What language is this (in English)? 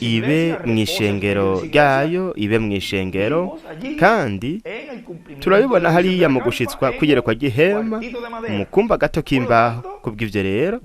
Rundi